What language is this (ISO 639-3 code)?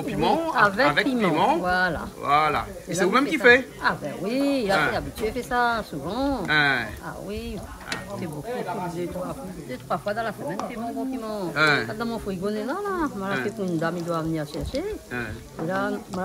rcf